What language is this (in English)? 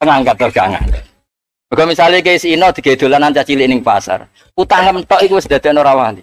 Javanese